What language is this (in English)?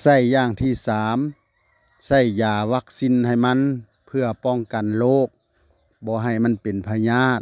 Lao